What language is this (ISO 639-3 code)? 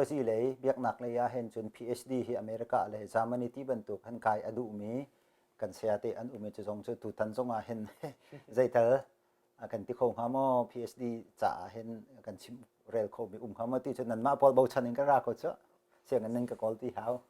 cnh